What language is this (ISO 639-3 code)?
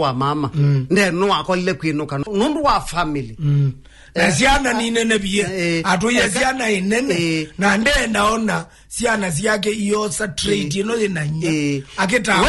kam